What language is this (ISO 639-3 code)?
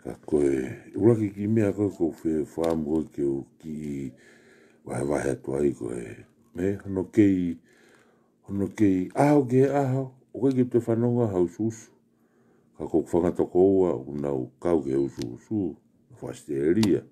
ton